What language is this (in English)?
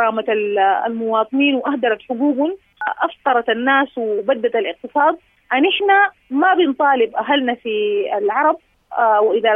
Sudanese Arabic